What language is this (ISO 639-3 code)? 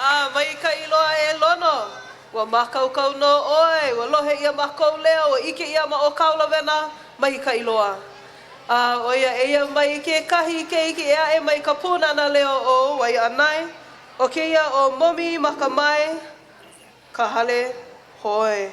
haw